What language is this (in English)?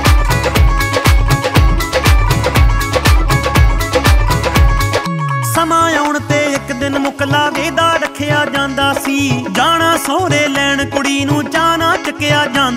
Punjabi